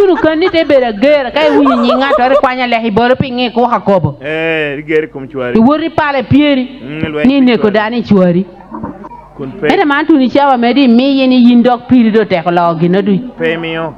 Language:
Acoli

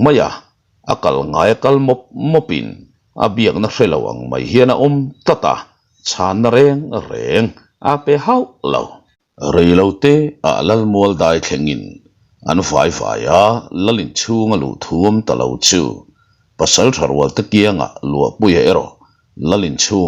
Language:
Mizo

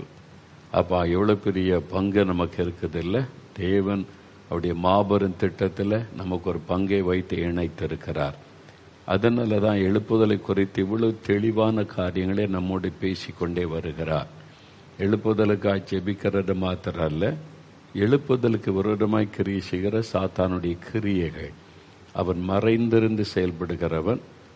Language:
Tamil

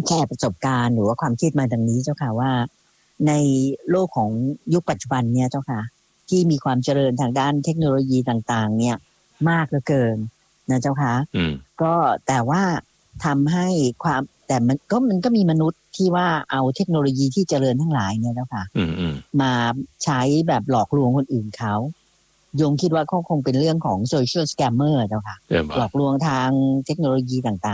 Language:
Thai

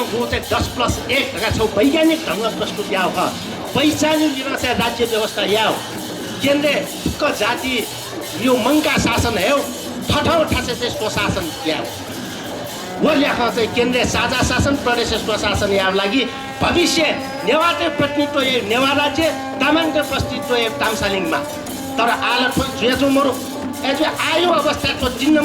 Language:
Newari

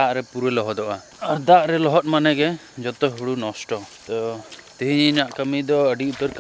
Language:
Santali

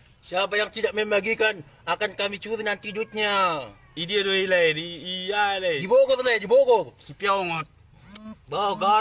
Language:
Batak Toba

